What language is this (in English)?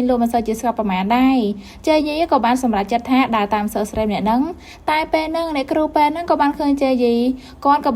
Khmer